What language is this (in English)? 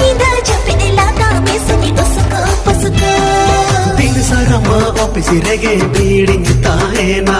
Santali